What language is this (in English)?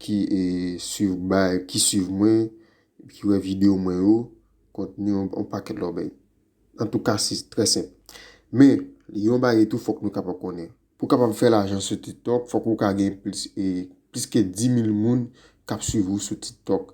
Haitian Creole